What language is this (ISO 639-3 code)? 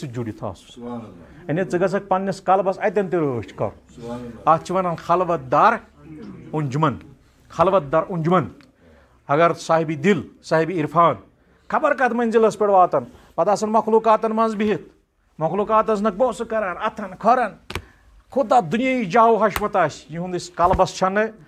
kas